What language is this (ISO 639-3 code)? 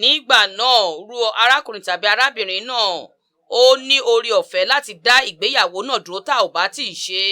yor